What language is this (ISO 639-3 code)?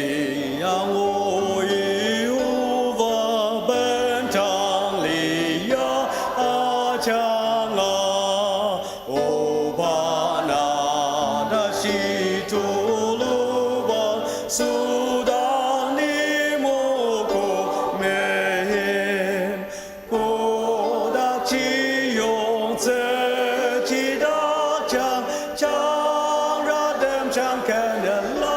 njo